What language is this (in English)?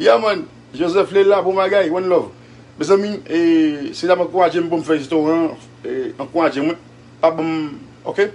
Haitian Creole